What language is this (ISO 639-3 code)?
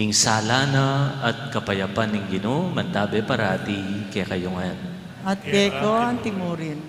pam